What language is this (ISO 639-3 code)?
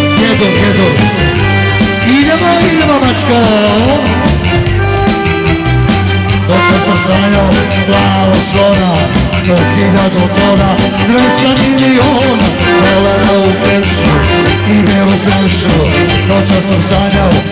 srp